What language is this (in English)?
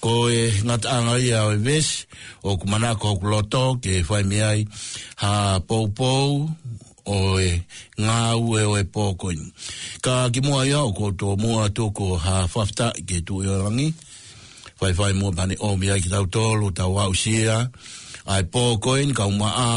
Tongan